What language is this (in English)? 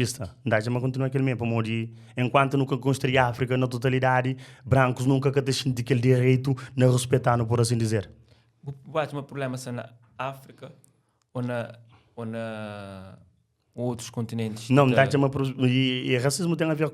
Kabuverdianu